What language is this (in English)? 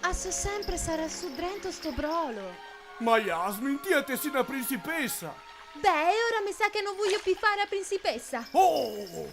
Venetian